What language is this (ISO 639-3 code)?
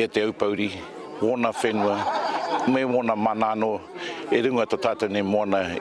mri